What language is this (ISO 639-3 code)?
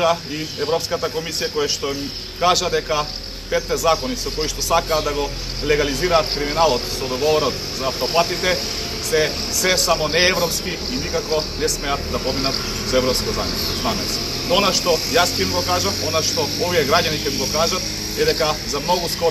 mkd